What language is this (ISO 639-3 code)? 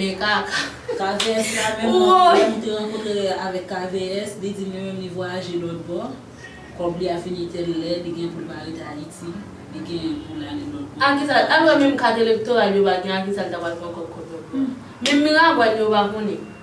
hat